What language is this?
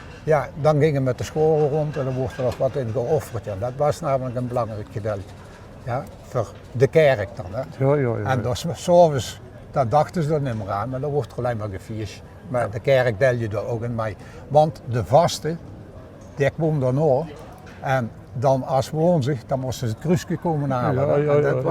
Limburgish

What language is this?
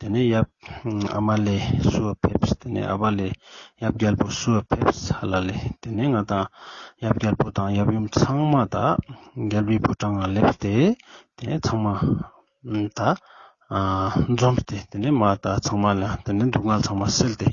Ladakhi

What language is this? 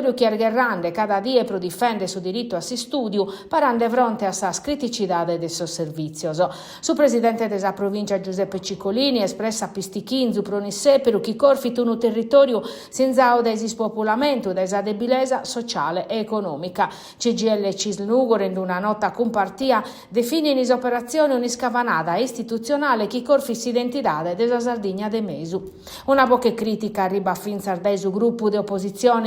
Sardinian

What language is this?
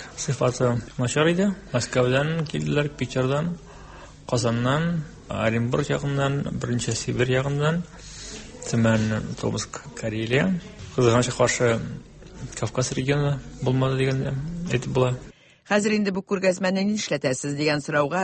Tatar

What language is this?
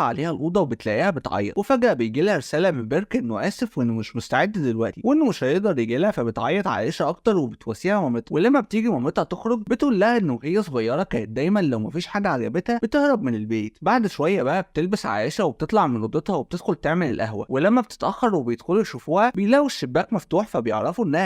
Egyptian Arabic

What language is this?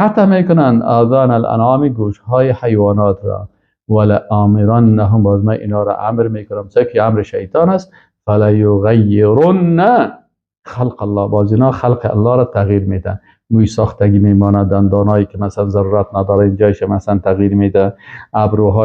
Persian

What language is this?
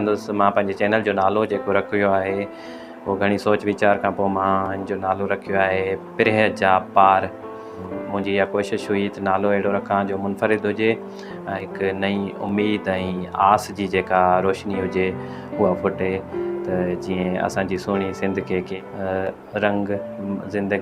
Sindhi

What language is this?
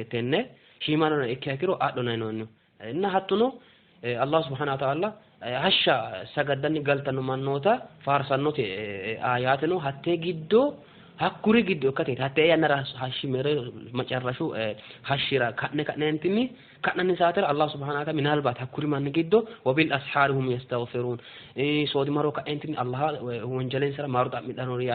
Sidamo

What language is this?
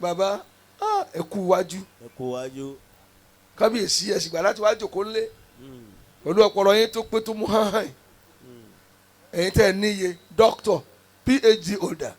Yoruba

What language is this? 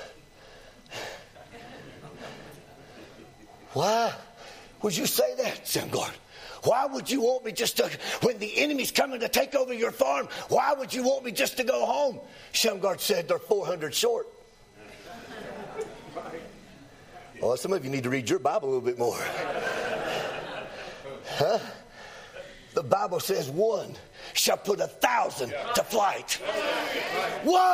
English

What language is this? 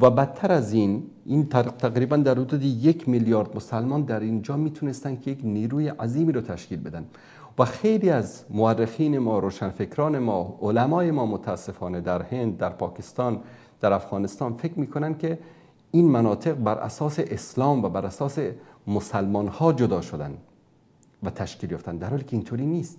Persian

